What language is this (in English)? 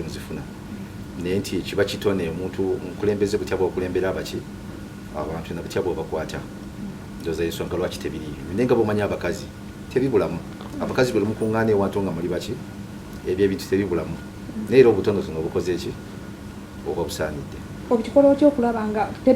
Ganda